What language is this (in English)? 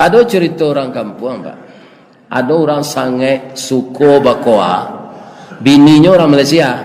Minangkabau